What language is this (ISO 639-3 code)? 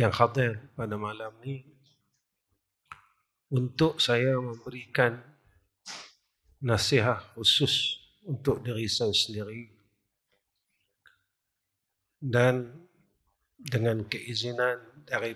msa